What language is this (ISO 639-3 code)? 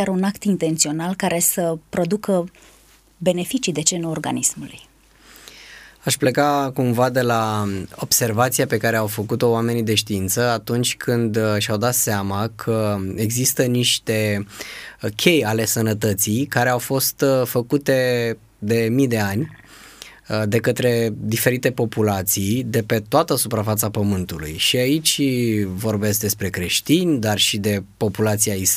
ron